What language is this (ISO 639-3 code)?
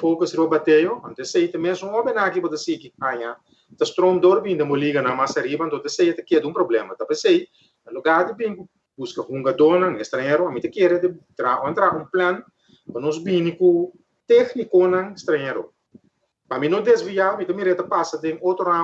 pap